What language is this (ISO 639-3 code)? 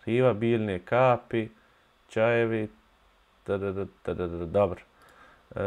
bos